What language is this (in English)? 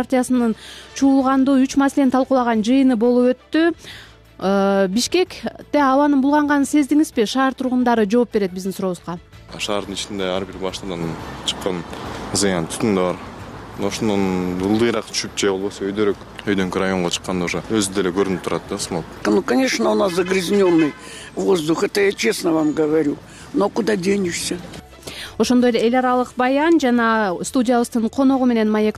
Kyrgyz